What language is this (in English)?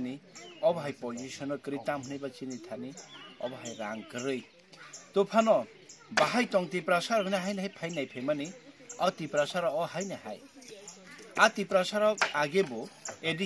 Kok Borok